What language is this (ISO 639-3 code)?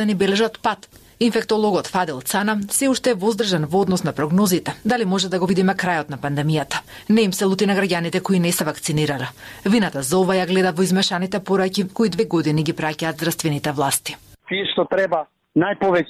mkd